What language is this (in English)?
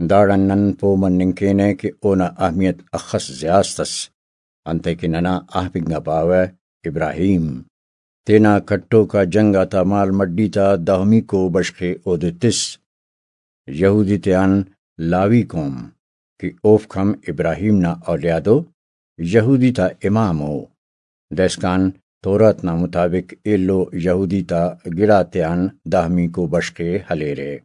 Brahui